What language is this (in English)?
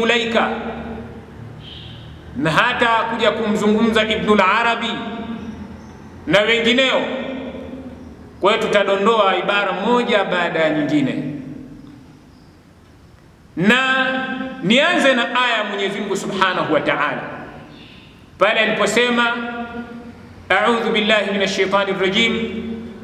Swahili